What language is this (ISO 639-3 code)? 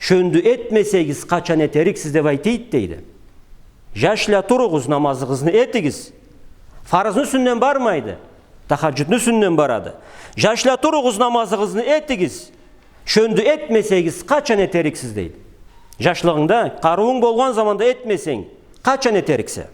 krc